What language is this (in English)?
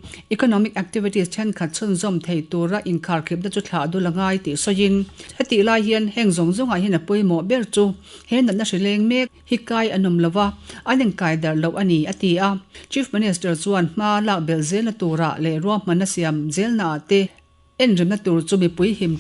Mizo